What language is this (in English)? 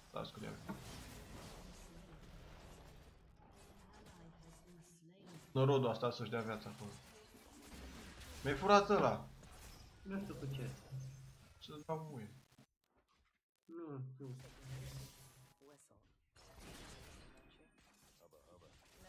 Romanian